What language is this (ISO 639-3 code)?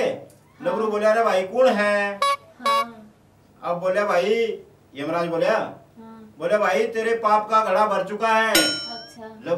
bgc